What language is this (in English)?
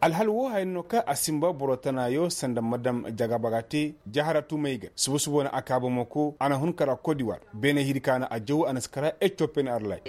Zarma